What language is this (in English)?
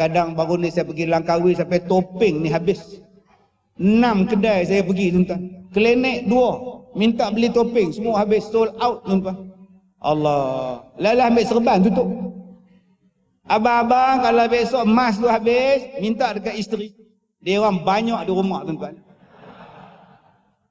Malay